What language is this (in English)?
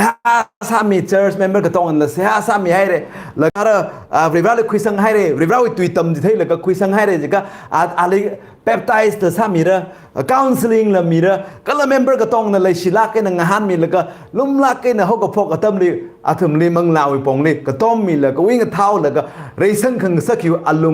Tangkhul Naga (India)